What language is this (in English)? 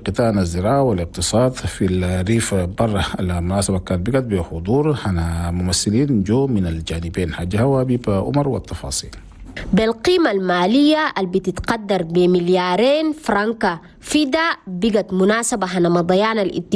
Chadian Arabic